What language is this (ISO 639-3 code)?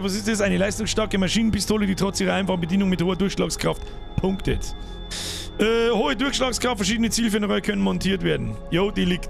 bar